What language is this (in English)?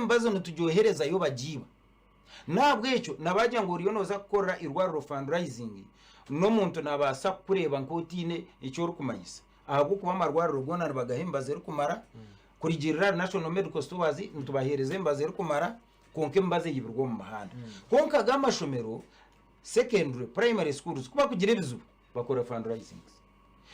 Nyankole